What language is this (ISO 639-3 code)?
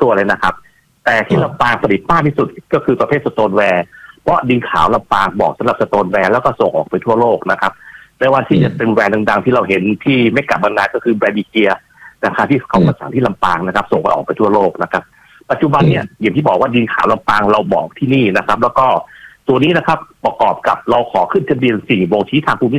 tha